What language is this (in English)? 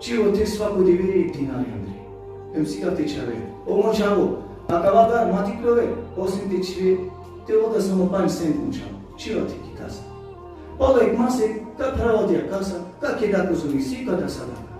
Balkan Romani